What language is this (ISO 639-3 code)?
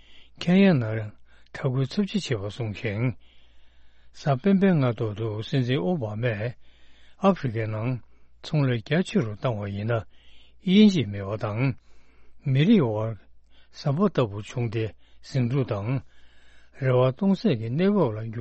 bod